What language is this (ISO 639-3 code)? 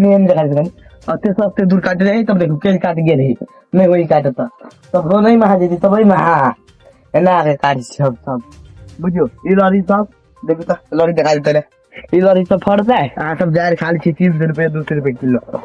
mai